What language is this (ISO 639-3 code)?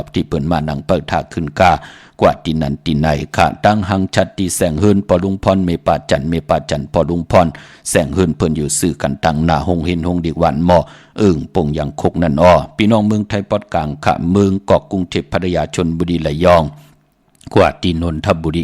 shn